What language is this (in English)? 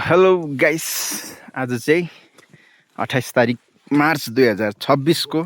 Nepali